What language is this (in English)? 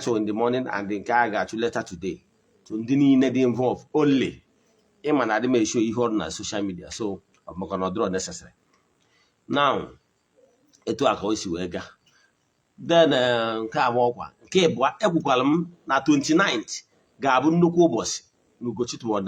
Igbo